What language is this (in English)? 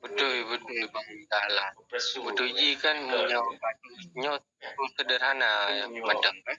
Achinese